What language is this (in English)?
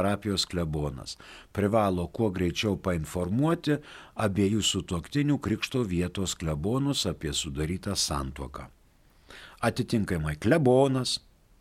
Lithuanian